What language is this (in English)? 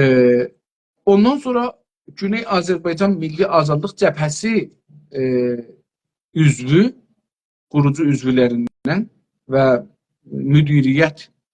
South Azerbaijani